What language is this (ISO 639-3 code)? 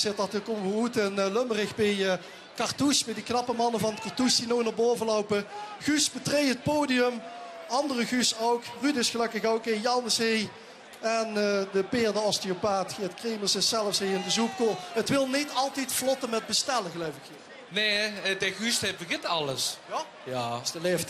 lim